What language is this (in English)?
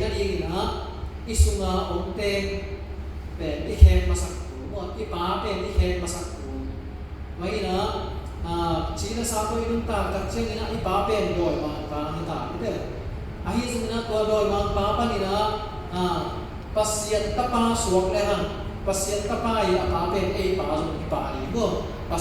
Tedim Chin